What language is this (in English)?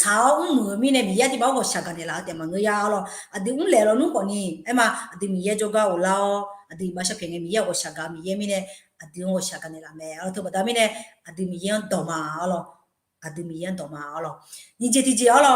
Akha